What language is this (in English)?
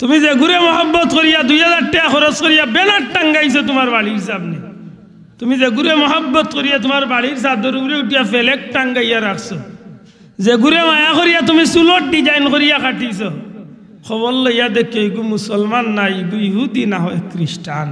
Sylheti